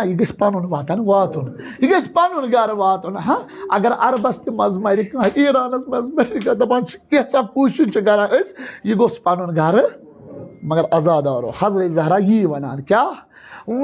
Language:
Kashmiri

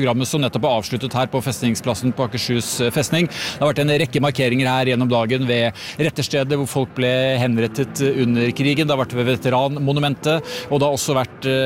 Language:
Norwegian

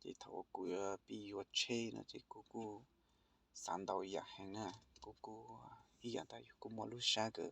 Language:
Hmong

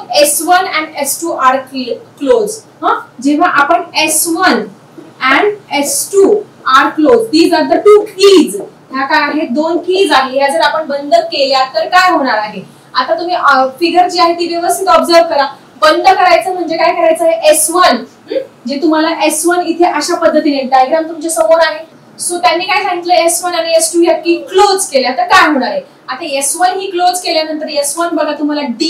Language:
Marathi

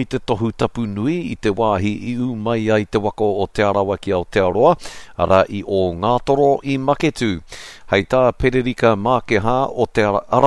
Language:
Māori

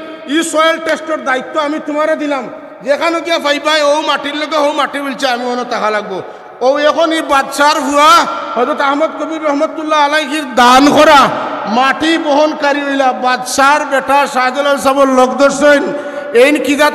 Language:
Sylheti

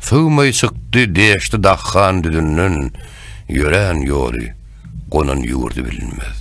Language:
Turkmen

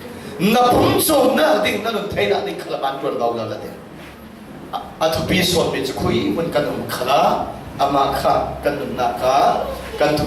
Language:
Falam Chin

